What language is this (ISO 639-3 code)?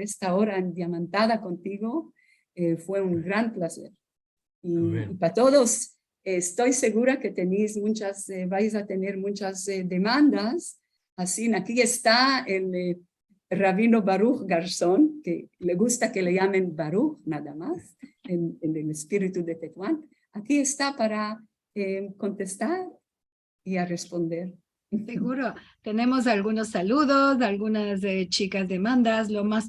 lad